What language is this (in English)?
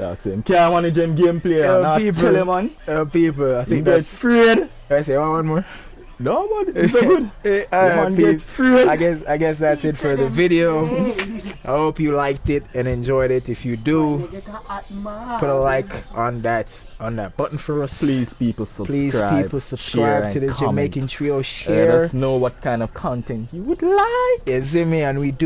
Jamaican Creole English